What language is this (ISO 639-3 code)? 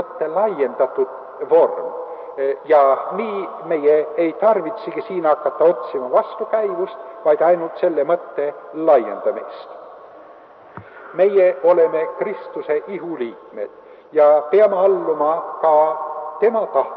est